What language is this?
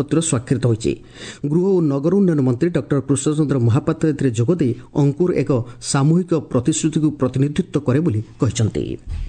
Odia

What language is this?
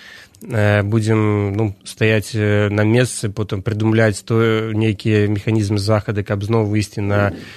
Belarusian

